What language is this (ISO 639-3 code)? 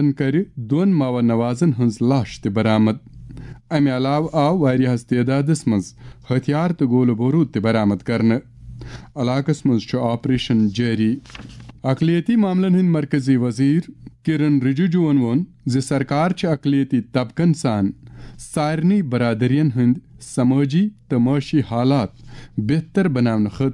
kas